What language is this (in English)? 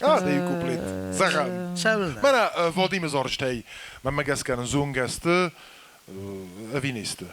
Ossetic